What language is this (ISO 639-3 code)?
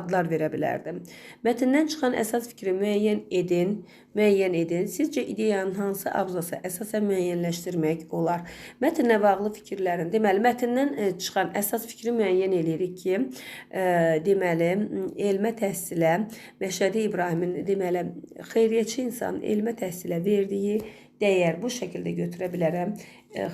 aze